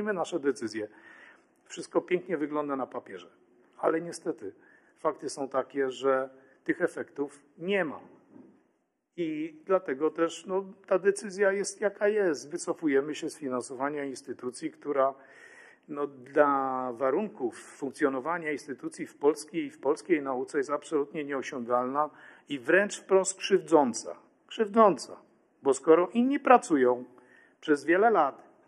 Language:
Polish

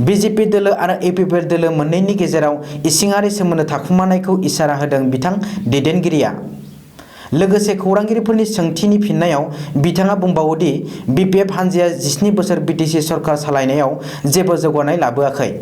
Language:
Bodo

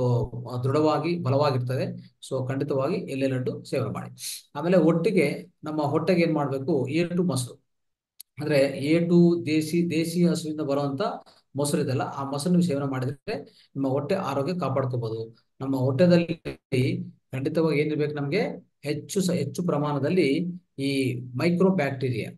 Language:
Kannada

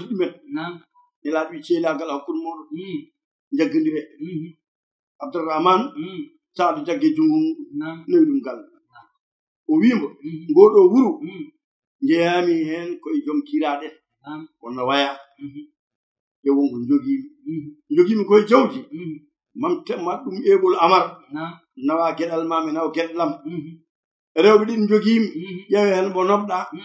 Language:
Fula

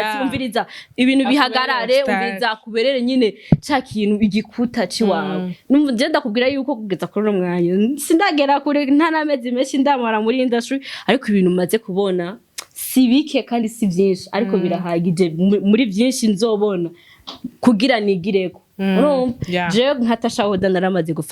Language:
Rundi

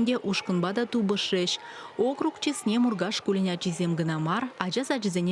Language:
Chuvash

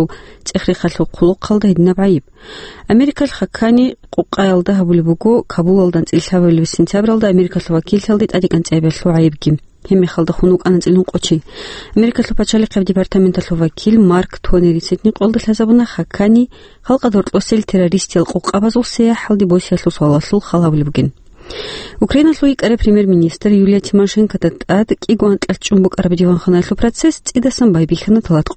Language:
Avaric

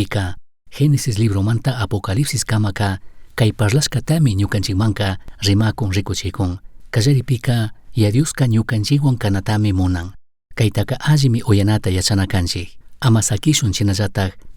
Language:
Chimborazo Highland Quichua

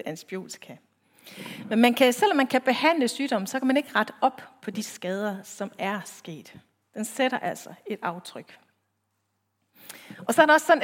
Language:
Danish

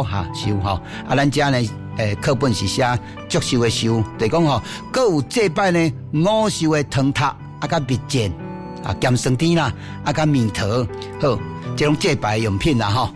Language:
Min Nan Chinese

